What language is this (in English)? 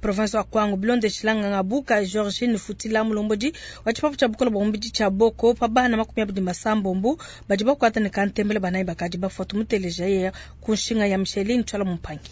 Luba-Lulua